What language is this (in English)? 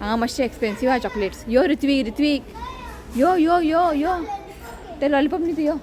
Konkani